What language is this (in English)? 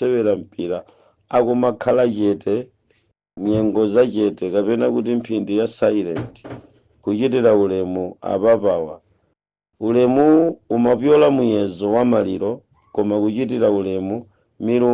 Nyanja